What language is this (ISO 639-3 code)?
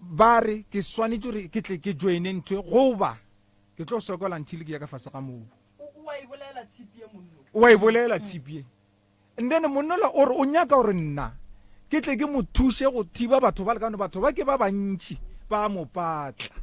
nso